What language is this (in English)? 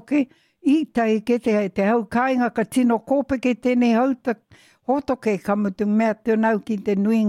Māori